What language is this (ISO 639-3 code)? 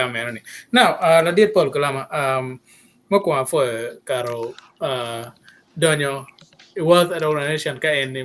ach